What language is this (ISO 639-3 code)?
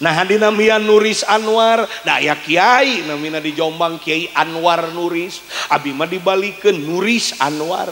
sun